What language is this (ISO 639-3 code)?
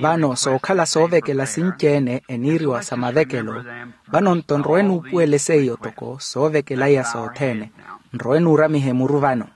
vmw